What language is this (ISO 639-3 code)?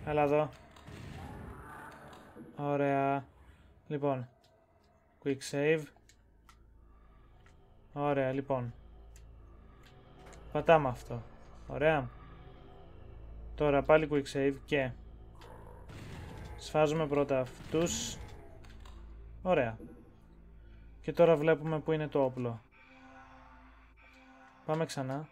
ell